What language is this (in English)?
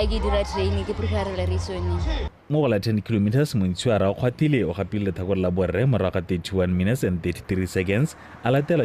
Tswana